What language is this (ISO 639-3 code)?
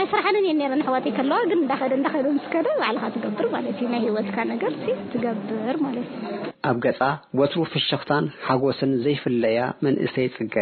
tir